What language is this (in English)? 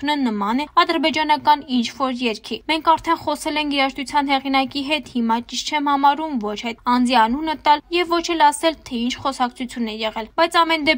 Armenian